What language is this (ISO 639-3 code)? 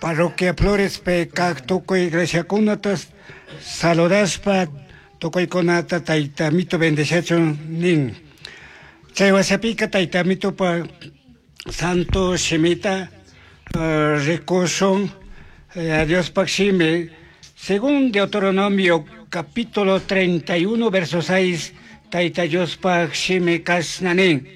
qug